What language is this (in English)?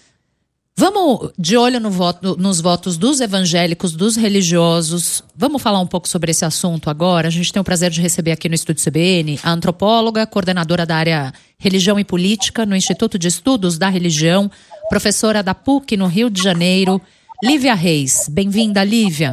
Portuguese